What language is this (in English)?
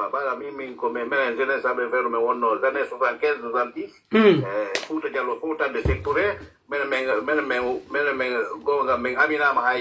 Pular